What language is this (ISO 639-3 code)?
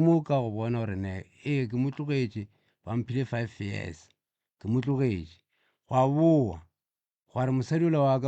nso